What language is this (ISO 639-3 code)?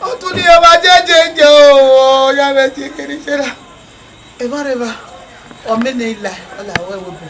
bin